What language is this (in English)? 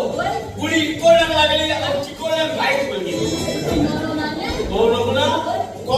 Konkani